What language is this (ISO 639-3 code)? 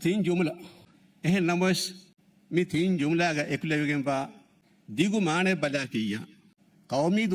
div